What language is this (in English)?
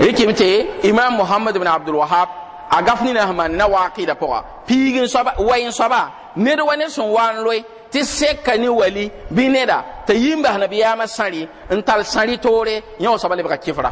Mossi